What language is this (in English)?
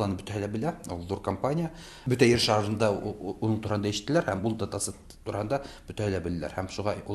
Tatar